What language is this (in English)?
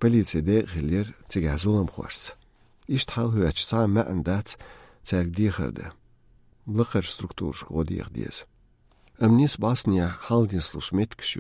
Chechen